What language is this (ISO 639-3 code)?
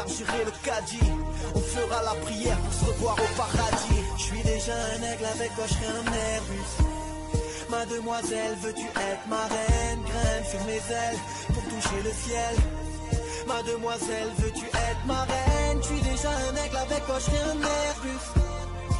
fra